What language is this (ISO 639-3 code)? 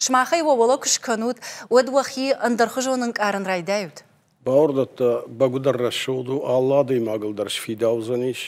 oss